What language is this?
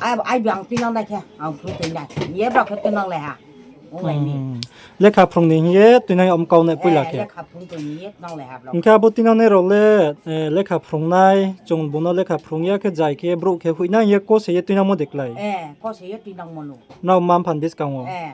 Riang (India)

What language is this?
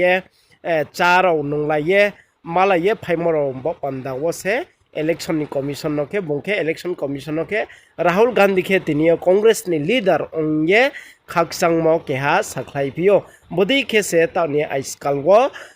Riang (India)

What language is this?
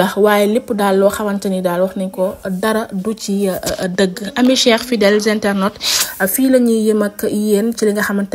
Wolof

